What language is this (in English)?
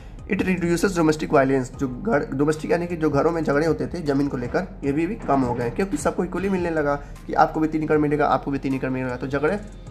Hindi